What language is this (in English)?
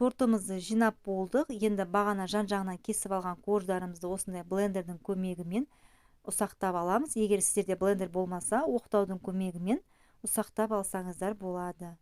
Kazakh